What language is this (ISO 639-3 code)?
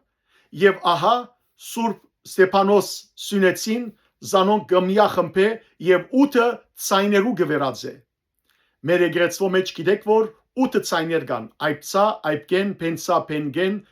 hyw